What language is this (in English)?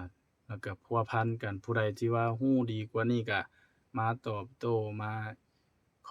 Lao